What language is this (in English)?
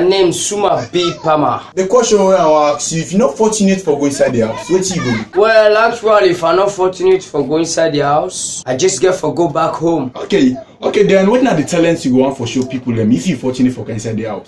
Krio